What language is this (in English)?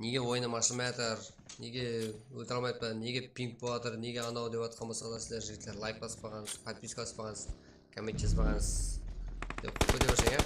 Kara-Kalpak